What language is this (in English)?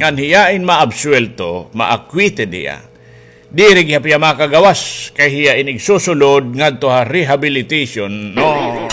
Waray